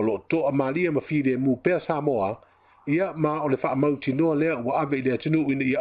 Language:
Samoan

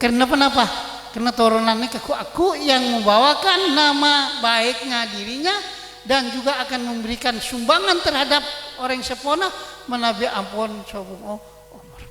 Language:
Madurese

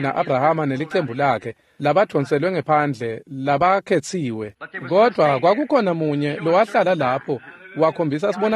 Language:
Swati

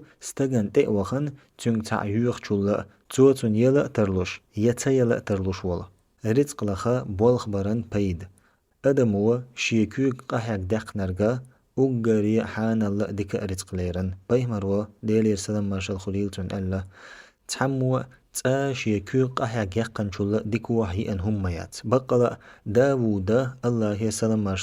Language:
Chechen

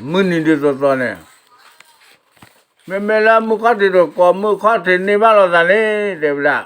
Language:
S'gaw Karen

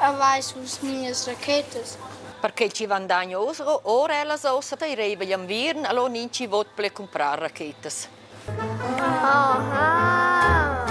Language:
Romansh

